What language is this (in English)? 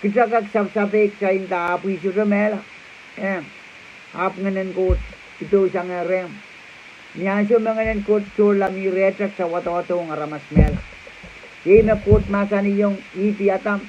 Pohnpeian